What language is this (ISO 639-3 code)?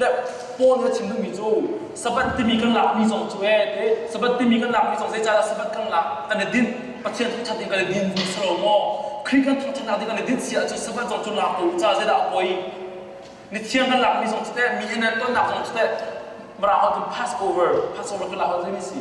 cnh